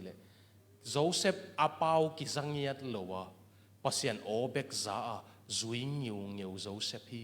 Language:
Tedim Chin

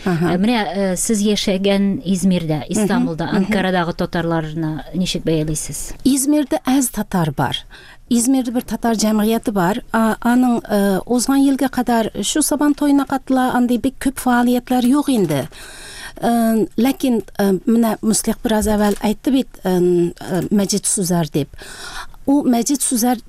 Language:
Tatar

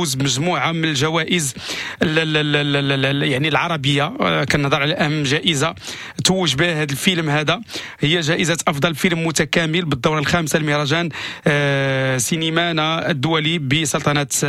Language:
Moroccan Arabic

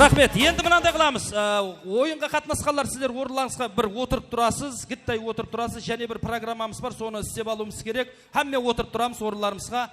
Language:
Kara-Kalpak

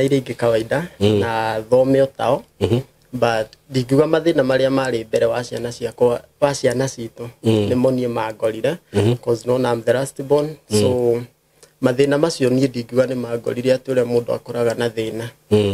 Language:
Kikuyu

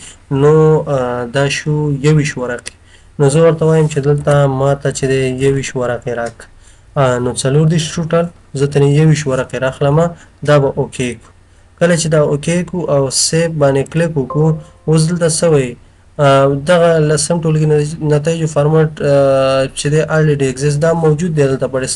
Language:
Pashto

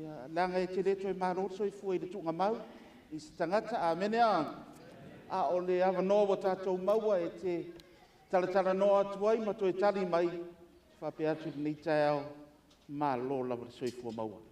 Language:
Samoan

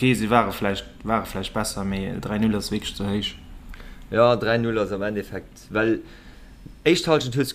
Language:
Luxembourgish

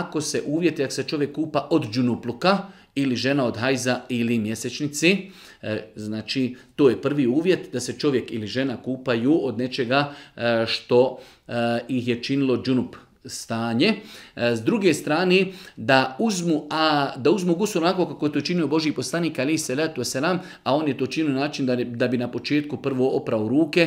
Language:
Bosnian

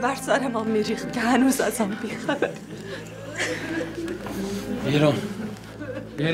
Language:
Persian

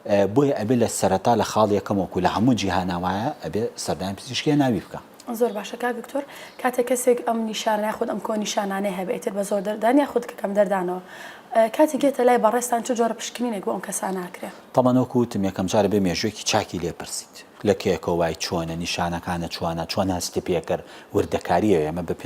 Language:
Central Kurdish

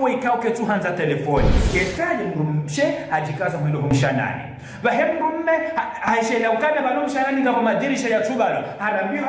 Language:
Ngazidja Comorian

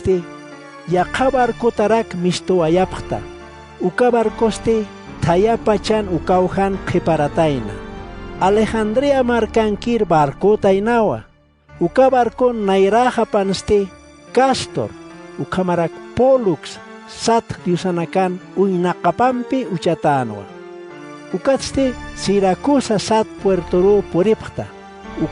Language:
Aymara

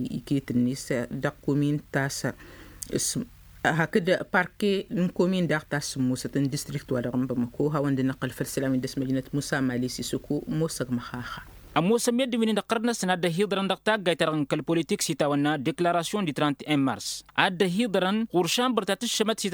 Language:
Tamasheq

